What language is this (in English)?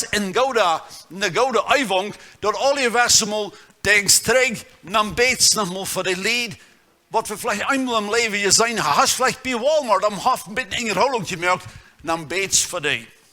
Plautdietsch